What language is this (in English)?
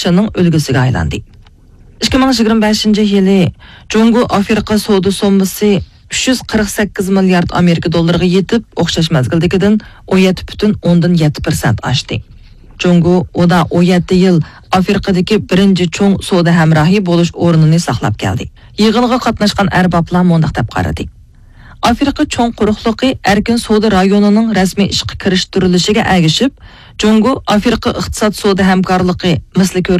Uyghur